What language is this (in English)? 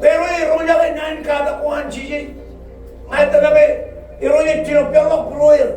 Marshallese